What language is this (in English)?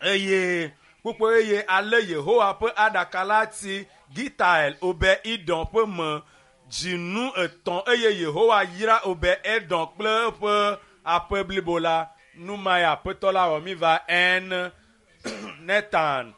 Ewe